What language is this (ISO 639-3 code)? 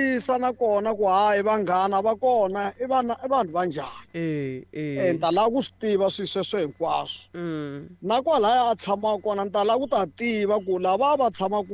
tso